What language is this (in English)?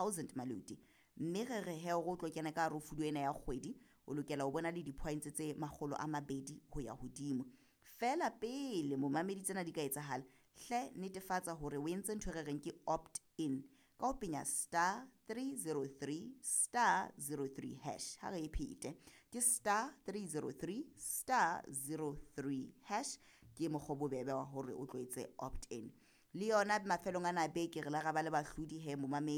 Southern Sotho